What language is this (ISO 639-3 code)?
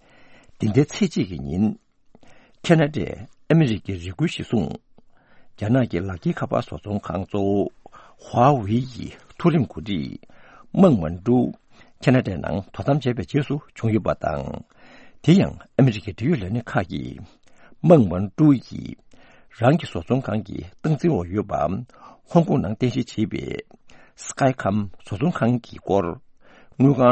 bod